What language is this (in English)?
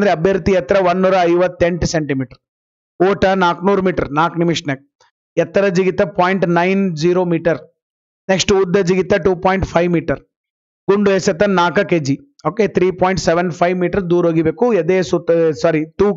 Kannada